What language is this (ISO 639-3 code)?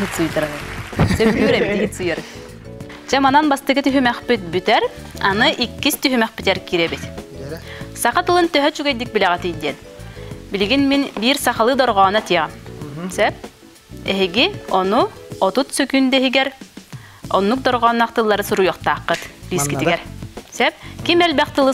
sah